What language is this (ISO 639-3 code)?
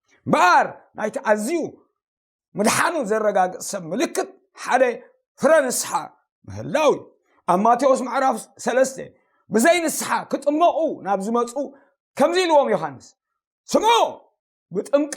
tir